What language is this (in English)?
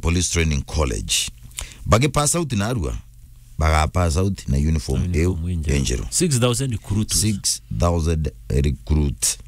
Meru